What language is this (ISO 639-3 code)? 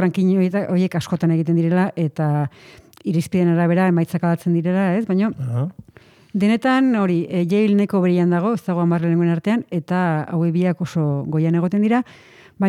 eus